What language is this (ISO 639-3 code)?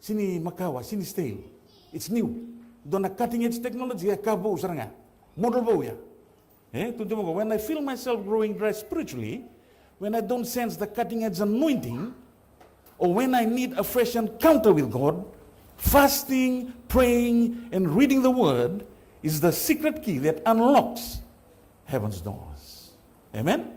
fij